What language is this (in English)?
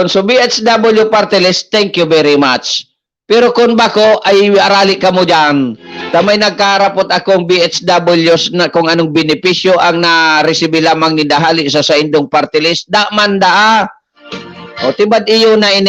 Bikol